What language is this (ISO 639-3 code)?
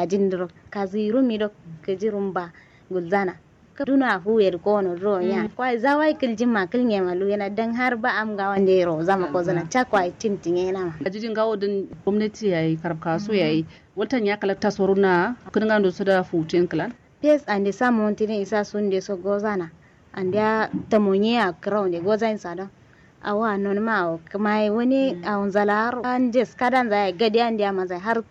kau